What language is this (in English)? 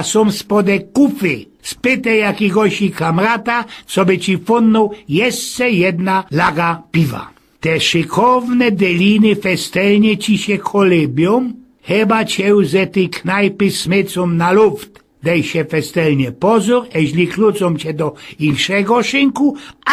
Silesian